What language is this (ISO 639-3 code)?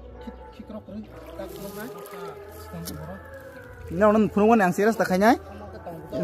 trp